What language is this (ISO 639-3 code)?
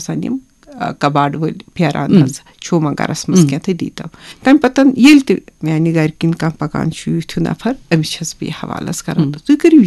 kas